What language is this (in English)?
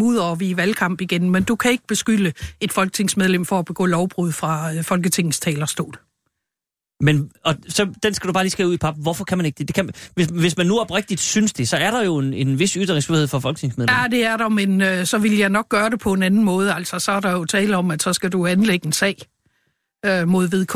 Danish